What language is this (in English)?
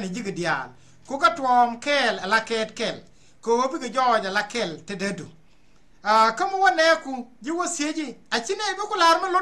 Nuer